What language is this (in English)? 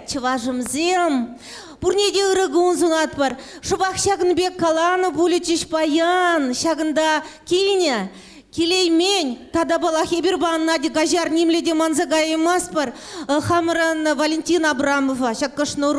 Chuvash